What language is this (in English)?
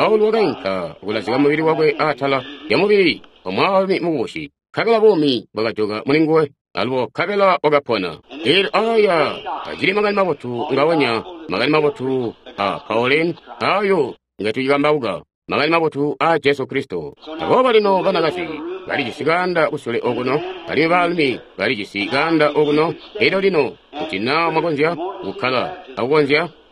Tonga (Zambia)